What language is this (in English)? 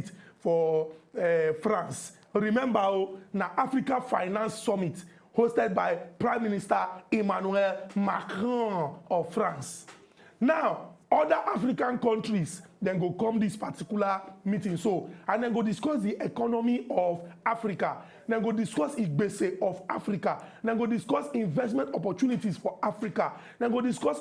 Nigerian Pidgin